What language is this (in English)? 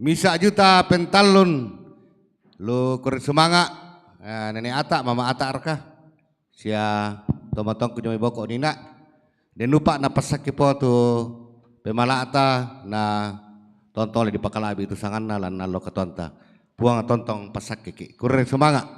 Toraja-Sa'dan